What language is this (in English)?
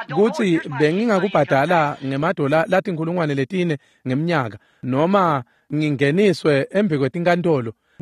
Swati